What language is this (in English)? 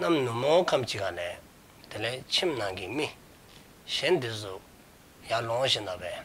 Dzongkha